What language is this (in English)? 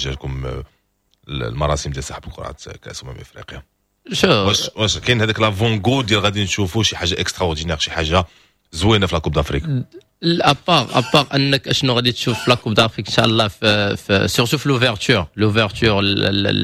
Moroccan Arabic